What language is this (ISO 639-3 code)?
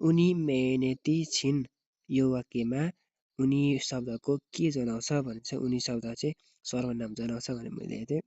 nep